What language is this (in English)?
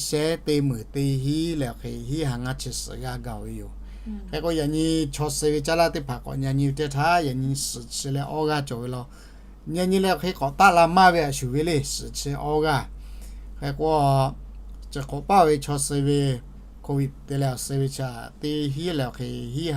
Lahu